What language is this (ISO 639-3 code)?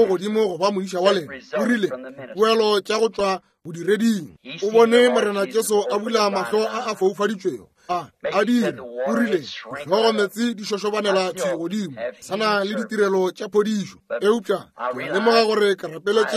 nso